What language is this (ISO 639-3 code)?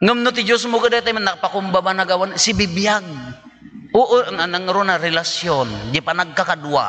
ilo